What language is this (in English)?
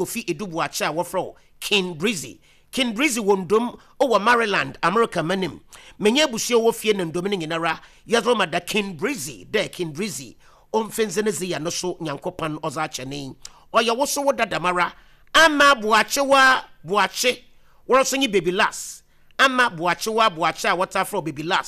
Akan